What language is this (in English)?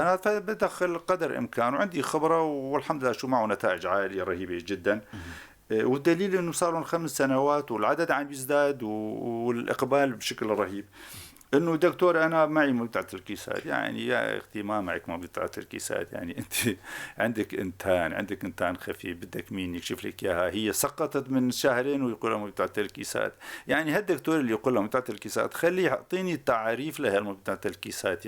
North Levantine Arabic